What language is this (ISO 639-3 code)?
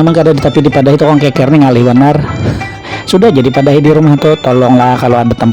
bjn